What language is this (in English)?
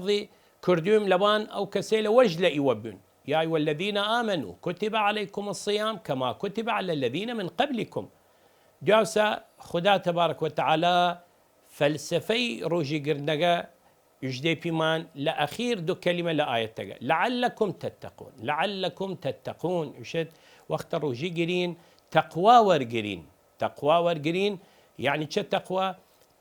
Southern Kurdish